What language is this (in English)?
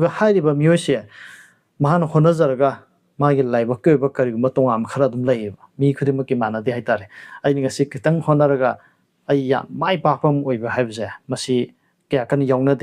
Manipuri